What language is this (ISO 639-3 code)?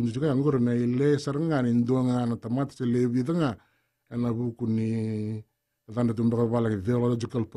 fij